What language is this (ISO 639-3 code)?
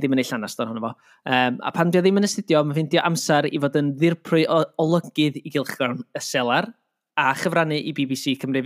cym